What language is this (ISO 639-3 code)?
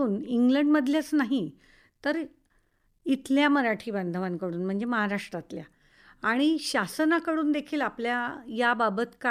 mar